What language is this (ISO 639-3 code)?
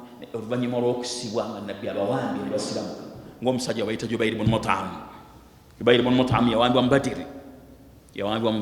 lug